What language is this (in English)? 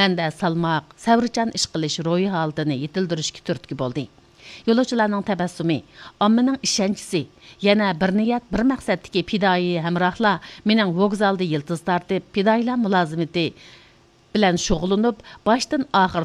Uyghur